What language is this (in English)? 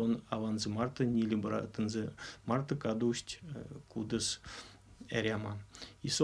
Erzya